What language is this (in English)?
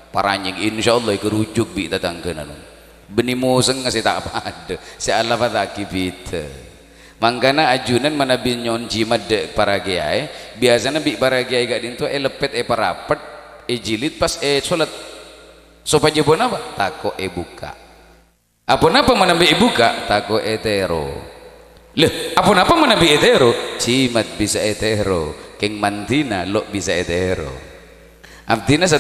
Madurese